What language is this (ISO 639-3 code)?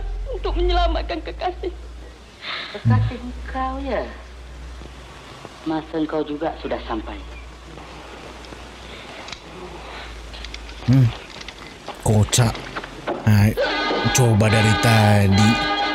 ind